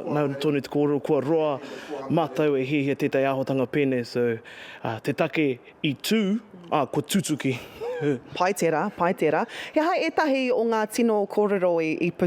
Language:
Māori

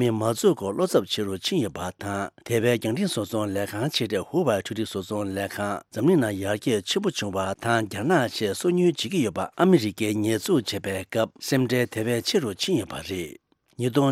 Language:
Tibetan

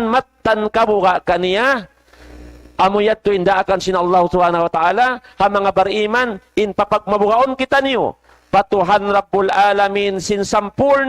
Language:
Tausug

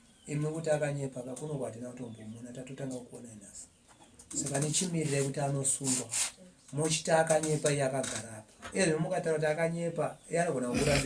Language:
Shona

